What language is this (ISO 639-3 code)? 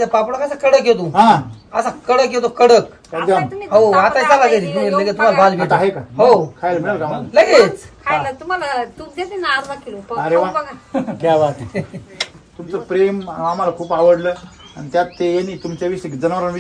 mar